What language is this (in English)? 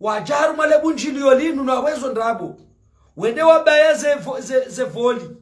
Ngazidja Comorian